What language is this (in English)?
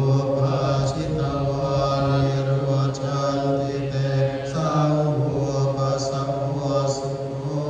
Pali